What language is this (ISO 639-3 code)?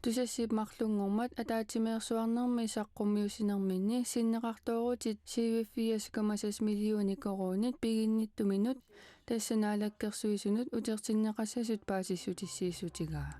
kal